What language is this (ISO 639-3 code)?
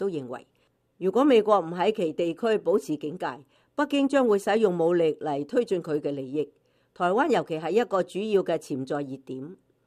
yue